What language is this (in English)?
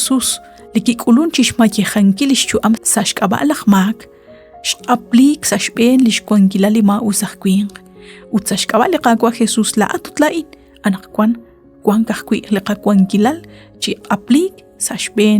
Kekchí